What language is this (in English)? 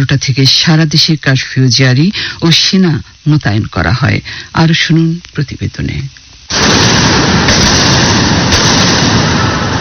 Bangla